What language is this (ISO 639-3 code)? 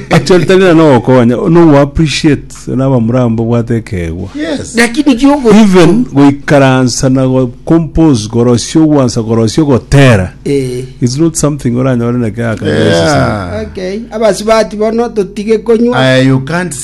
guz